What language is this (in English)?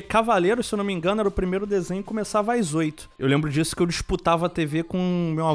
Portuguese